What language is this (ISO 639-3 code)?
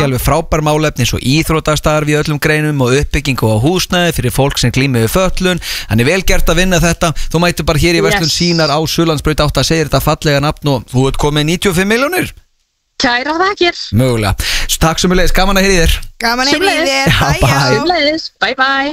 isl